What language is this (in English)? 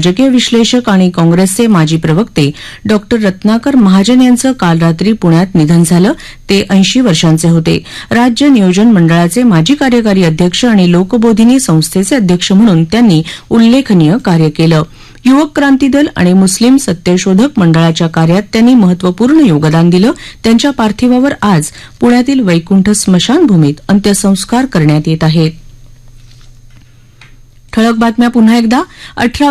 Marathi